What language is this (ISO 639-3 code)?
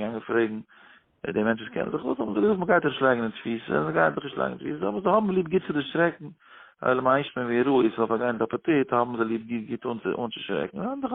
yid